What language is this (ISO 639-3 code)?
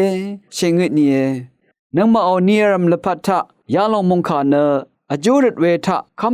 raw